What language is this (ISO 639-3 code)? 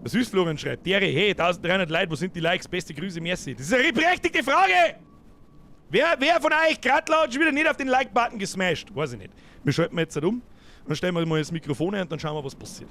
bar